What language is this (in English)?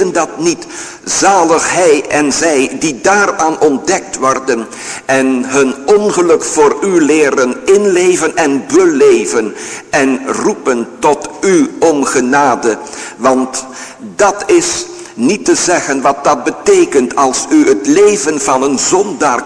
Dutch